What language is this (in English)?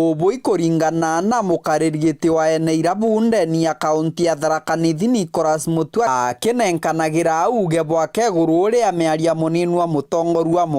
Meru